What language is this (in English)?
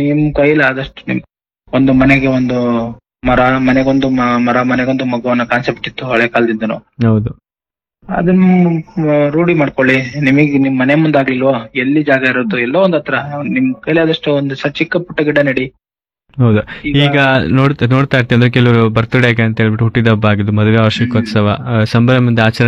Kannada